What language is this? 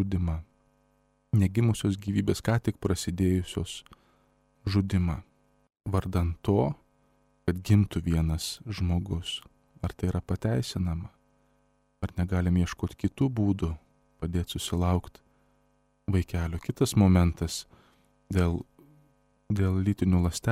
Lithuanian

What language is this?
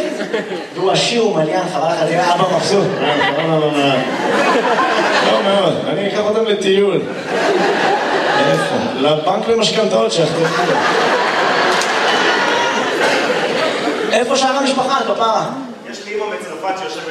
Hebrew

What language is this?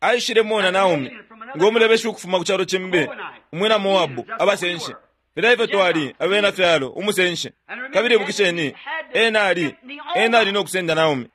Bemba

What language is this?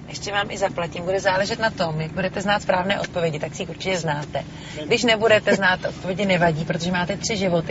Czech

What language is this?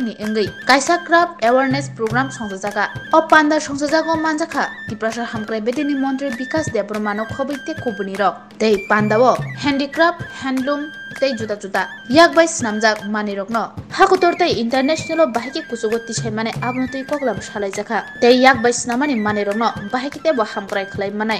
Kok Borok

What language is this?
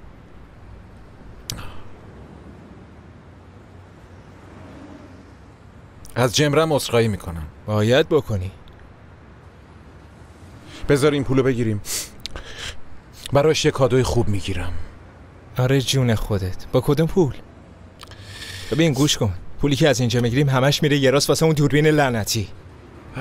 Persian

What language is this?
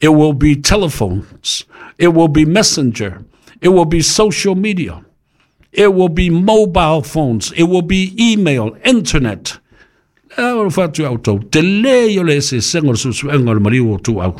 Samoan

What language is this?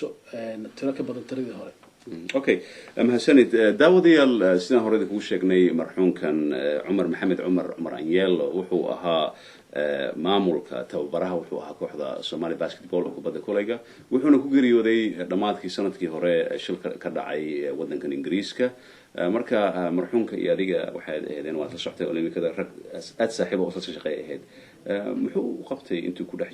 Somali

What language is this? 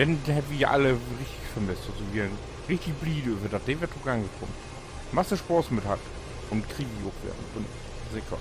Low German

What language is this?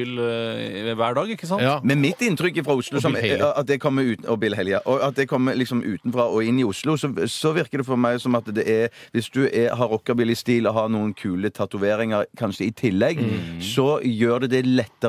Norwegian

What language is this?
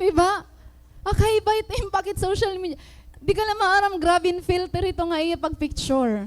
Waray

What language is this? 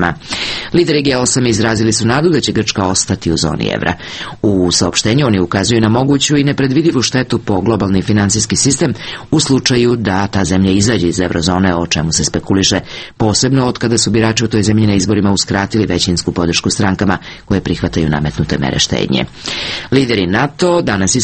Serbian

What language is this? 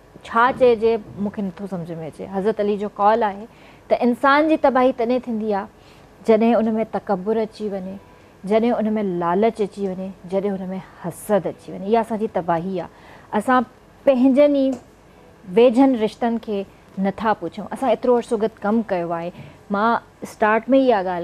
Sindhi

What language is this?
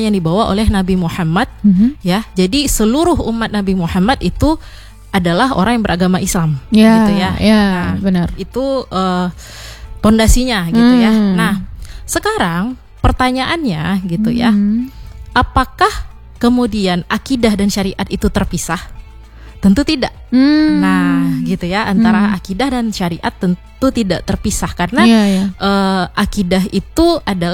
Indonesian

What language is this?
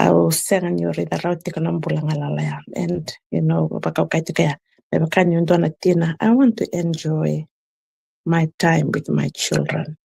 Fijian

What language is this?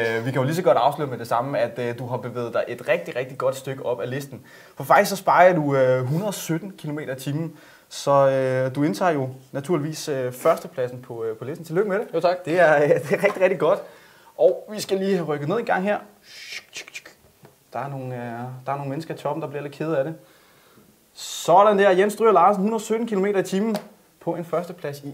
Danish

